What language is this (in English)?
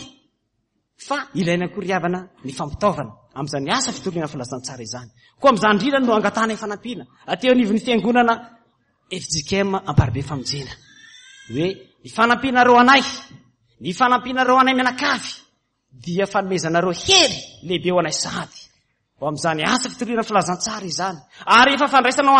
Malagasy